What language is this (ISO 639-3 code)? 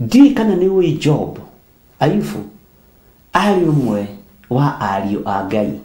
kik